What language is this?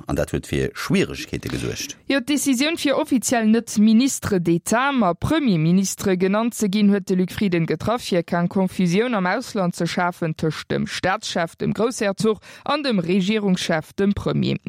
Luxembourgish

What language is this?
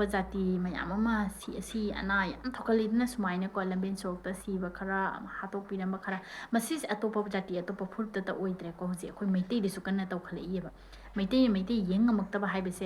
Manipuri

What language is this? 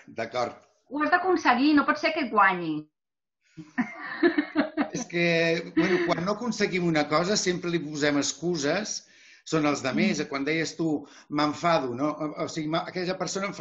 Catalan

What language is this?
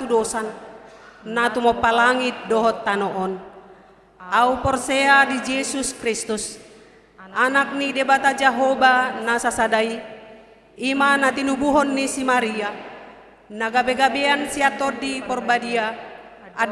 Batak Toba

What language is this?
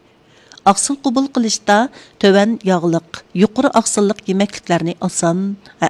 Uyghur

